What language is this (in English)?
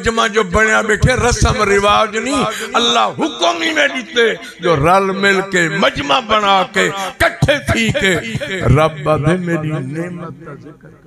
Saraiki